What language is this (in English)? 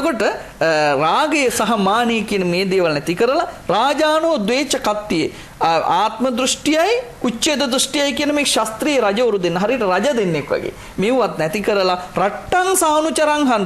Sinhala